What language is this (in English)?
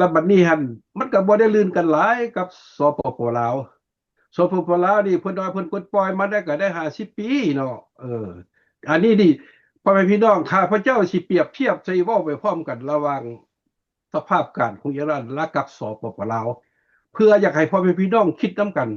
Lao